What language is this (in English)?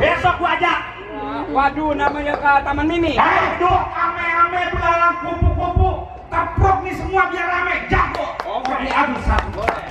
Betawi